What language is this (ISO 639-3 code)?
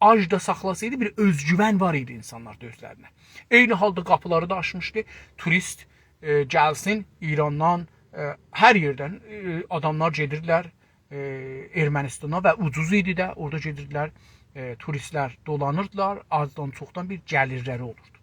azb